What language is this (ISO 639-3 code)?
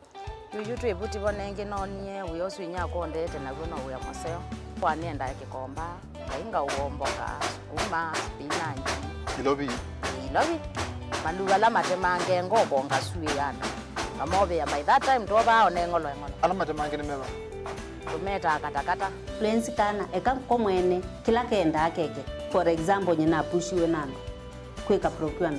kam